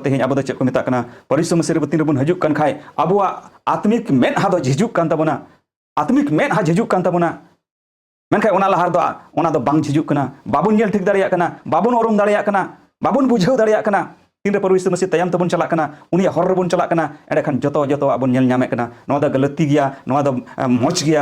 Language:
Santali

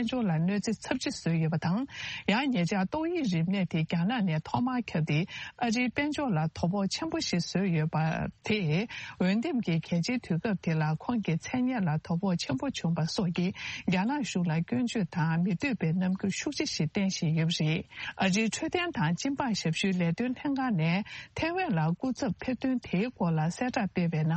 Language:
Tibetan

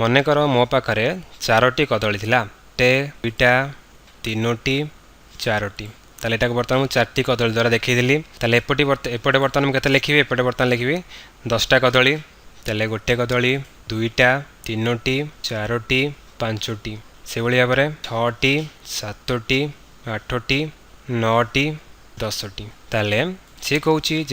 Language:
Odia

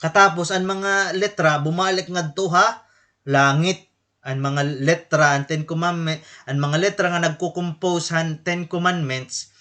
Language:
Waray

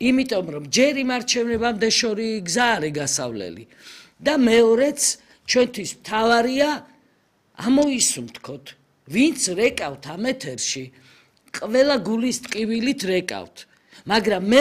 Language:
Georgian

